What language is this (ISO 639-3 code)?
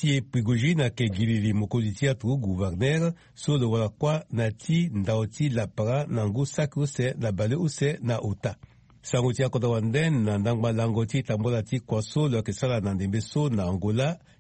sag